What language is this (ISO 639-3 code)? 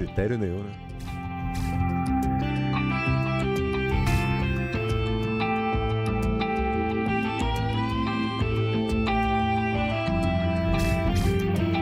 por